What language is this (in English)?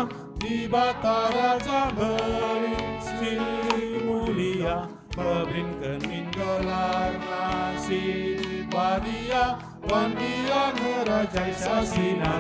Batak Karo